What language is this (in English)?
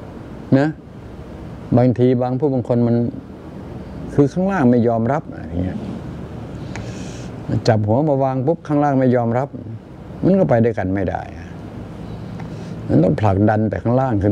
Thai